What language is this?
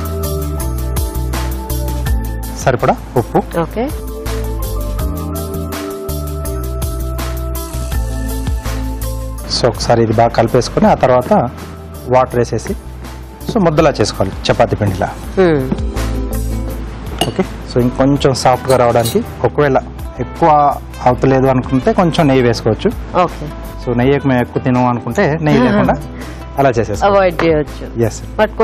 Telugu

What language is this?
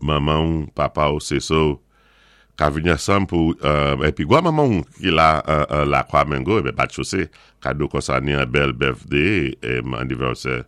Saint Lucian Creole French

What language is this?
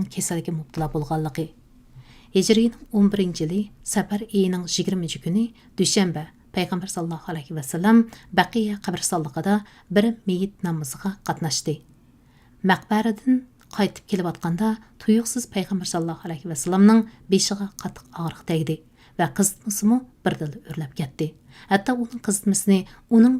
Uyghur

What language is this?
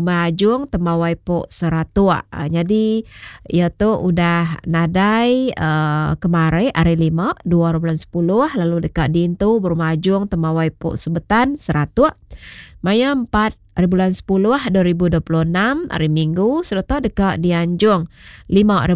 Iban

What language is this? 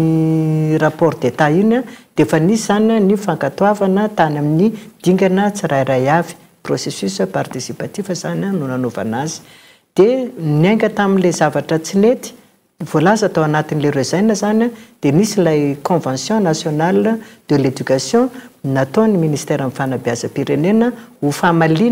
Malagasy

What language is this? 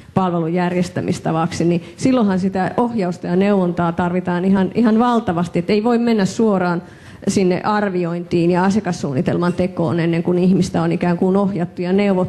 Finnish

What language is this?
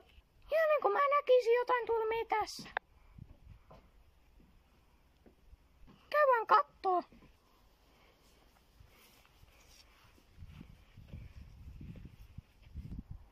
Finnish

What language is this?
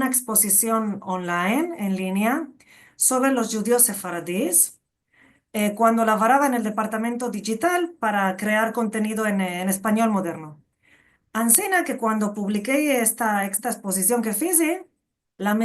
Ladino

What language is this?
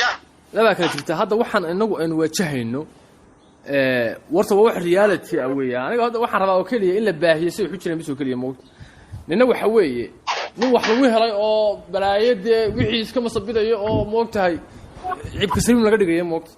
Somali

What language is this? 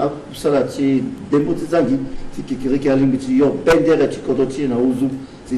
Sango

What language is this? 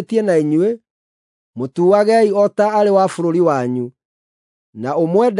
Kikuyu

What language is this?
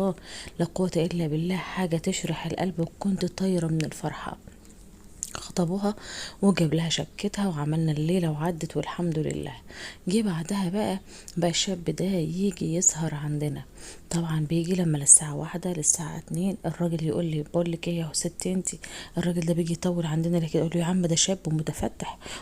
Egyptian Arabic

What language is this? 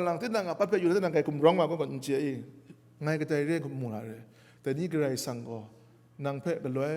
Kachin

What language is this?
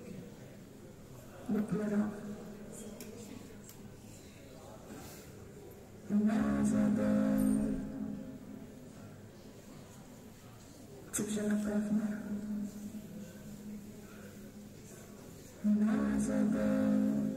Ukrainian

